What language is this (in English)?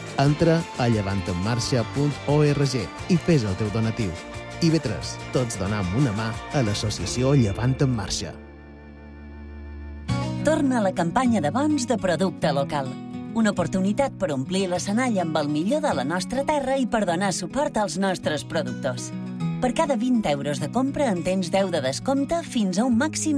Catalan